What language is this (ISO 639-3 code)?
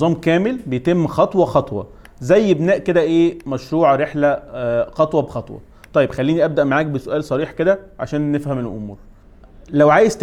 arz